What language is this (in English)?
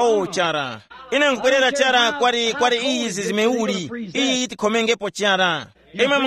Tumbuka